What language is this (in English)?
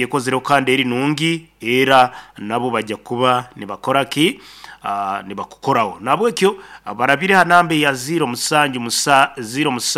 Nyankole